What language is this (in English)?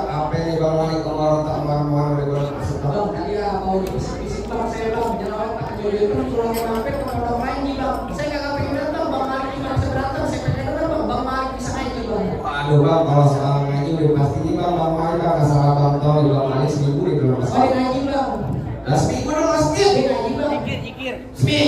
Betawi